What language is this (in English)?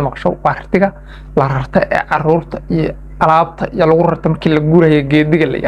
Somali